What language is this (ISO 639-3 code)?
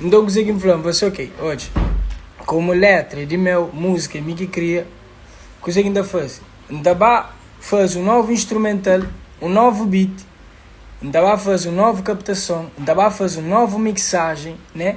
kea